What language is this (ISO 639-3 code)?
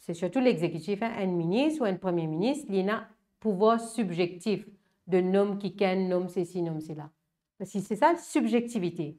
mfe